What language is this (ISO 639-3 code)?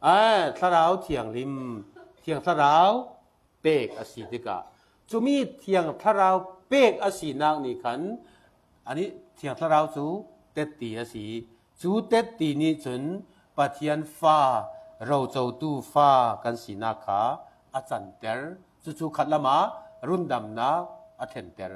cfm